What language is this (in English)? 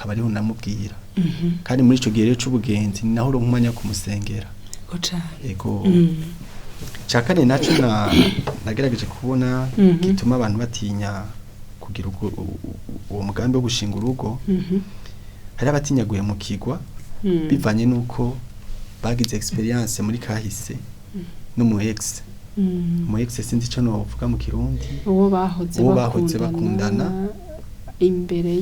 Rundi